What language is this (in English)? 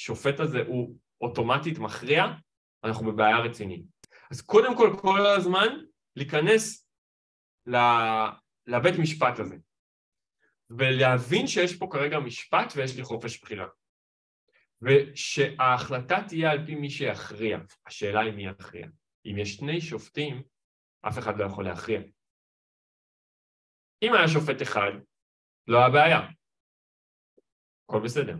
Hebrew